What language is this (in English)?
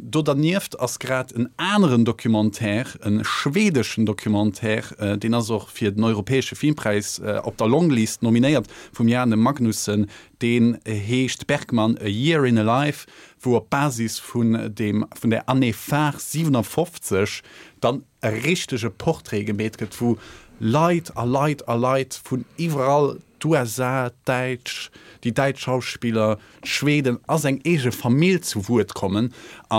Luxembourgish